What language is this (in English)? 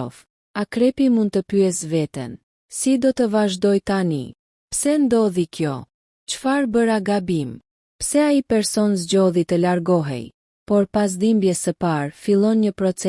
Albanian